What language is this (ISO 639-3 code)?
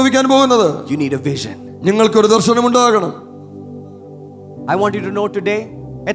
mal